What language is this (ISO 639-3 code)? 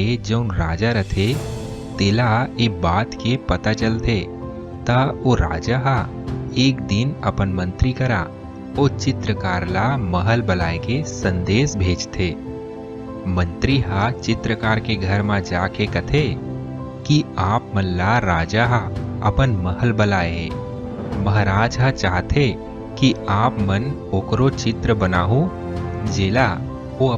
hne